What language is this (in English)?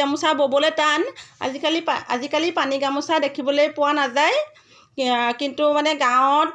Assamese